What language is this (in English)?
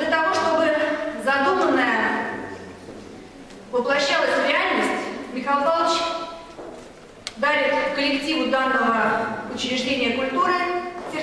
Russian